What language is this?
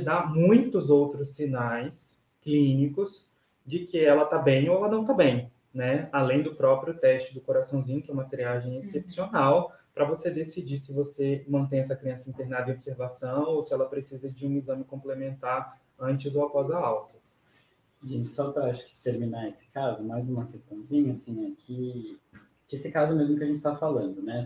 Portuguese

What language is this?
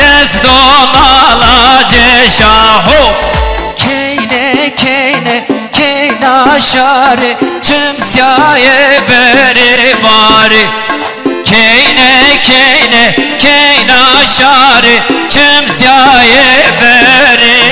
Zaza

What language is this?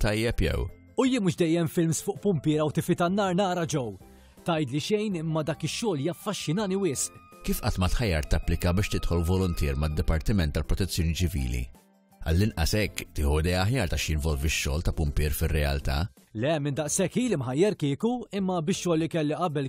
Maltese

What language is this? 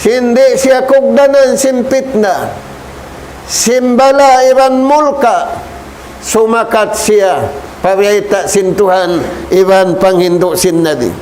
Tausug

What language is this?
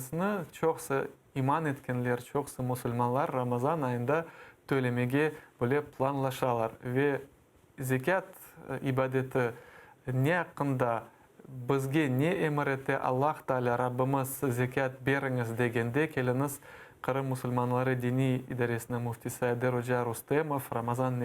Crimean Tatar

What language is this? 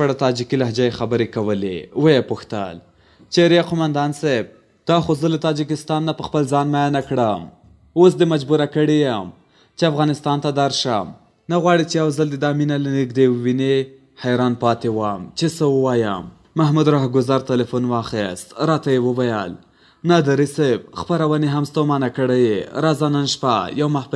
Pashto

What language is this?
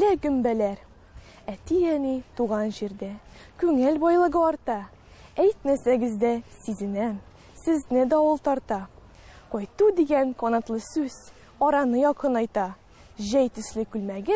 Tatar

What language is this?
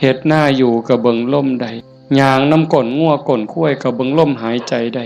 Northeastern Thai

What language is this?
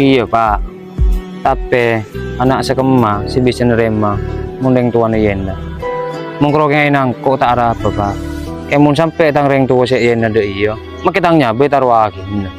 Madurese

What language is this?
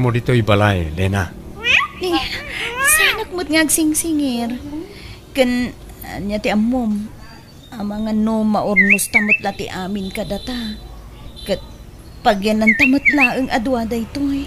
Iloko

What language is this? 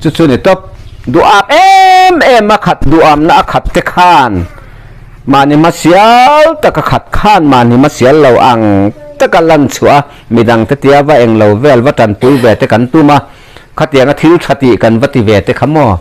Mizo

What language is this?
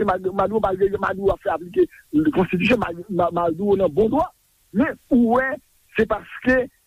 Haitian Creole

